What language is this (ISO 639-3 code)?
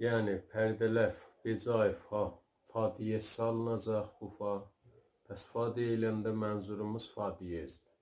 azb